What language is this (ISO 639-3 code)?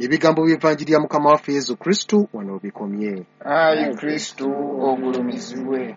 lug